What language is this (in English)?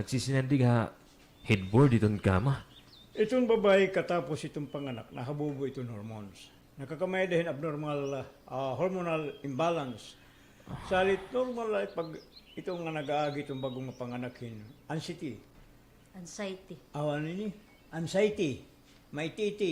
Waray